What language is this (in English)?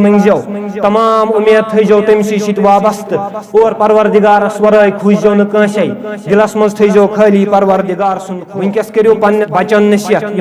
Kashmiri